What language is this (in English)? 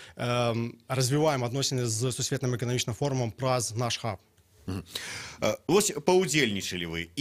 Belarusian